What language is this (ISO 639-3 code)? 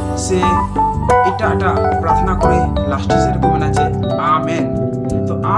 sat